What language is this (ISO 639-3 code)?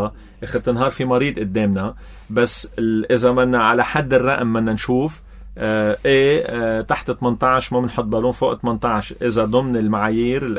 apc